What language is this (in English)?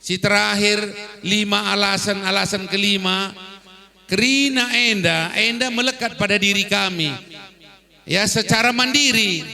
Batak Karo